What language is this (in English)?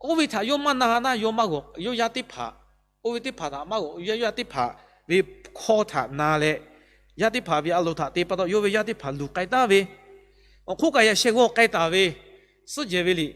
Lahu